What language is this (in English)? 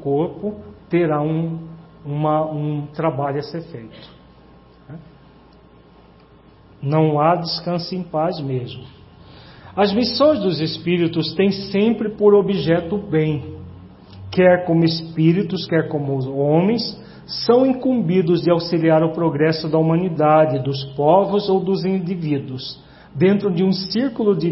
Portuguese